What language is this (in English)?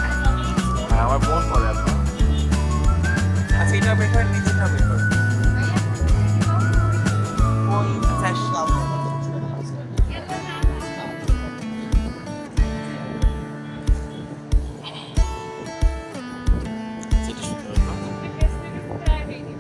Bangla